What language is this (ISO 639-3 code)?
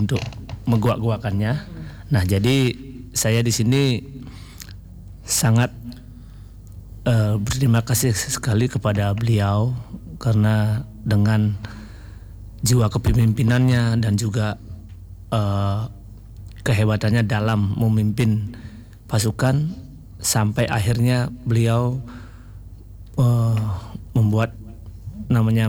ind